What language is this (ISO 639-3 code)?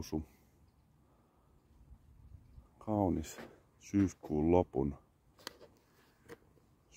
fin